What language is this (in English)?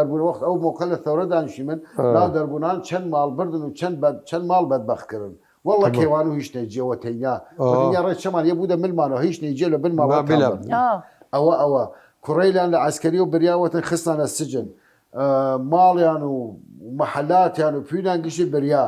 Southern Kurdish